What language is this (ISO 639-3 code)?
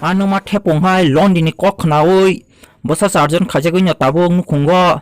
trp